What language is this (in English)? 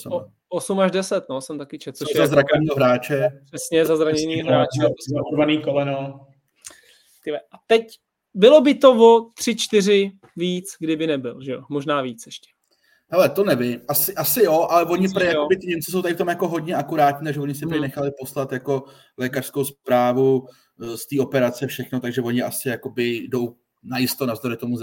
Czech